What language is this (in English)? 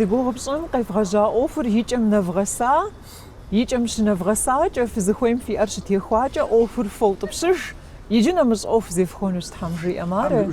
Kabardian